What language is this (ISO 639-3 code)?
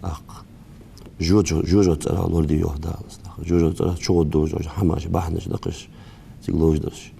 inh